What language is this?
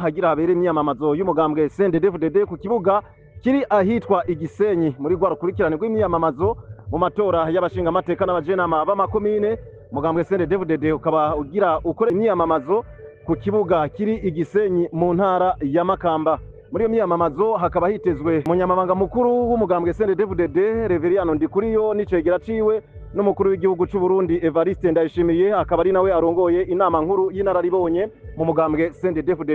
Rundi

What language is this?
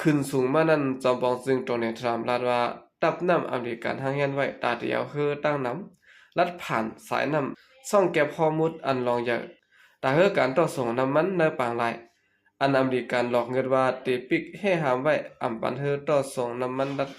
Shan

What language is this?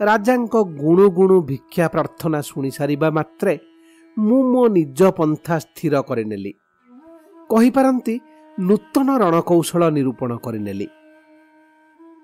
Odia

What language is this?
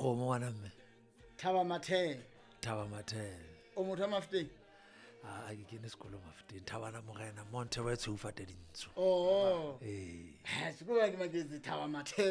Southern Sotho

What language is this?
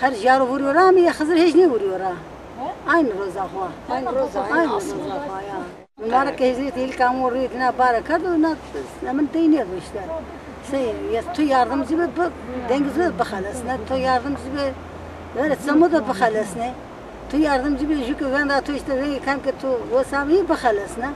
Zaza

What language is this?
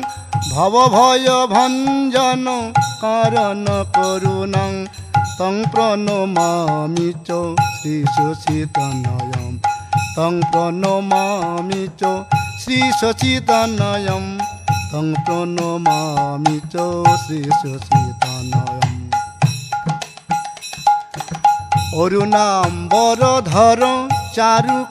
Bangla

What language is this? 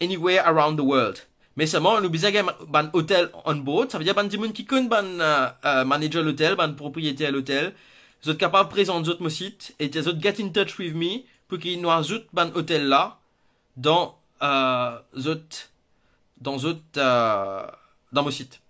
Morisyen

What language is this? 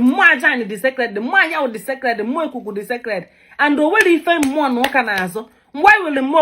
Igbo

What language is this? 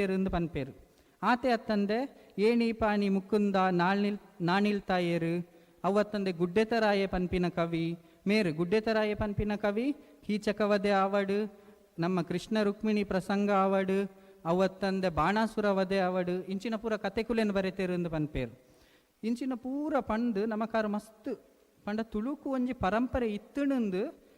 Tulu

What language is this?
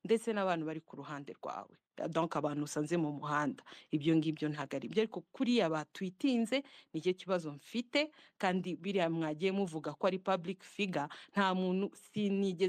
Kinyarwanda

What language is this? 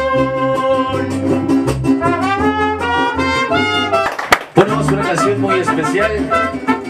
Spanish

